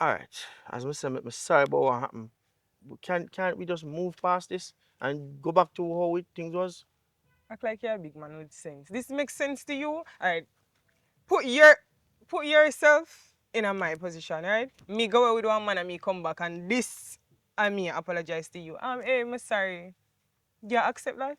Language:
Jamaican Creole English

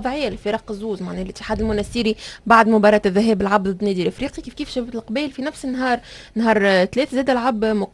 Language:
Tunisian Arabic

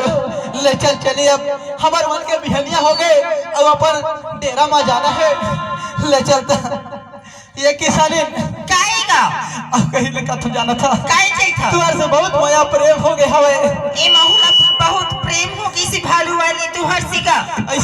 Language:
Chhattisgarhi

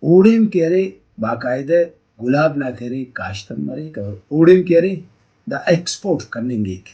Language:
Brahui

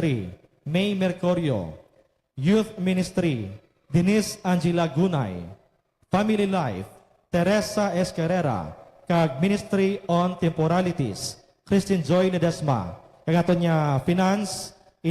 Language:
Hiligaynon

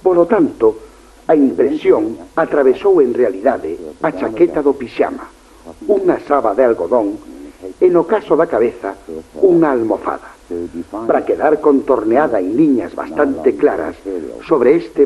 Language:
Galician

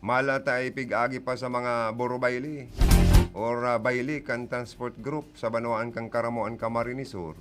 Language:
Bikol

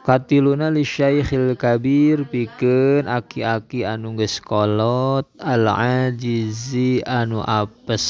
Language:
Sundanese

